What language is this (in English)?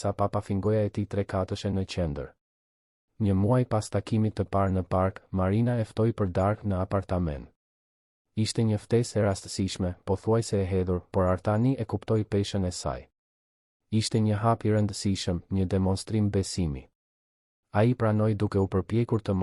Albanian